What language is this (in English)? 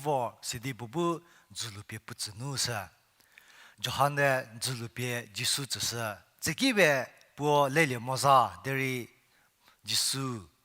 Angami Naga